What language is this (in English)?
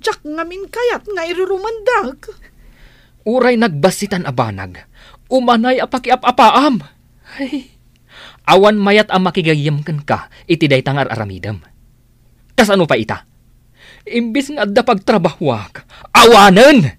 Iloko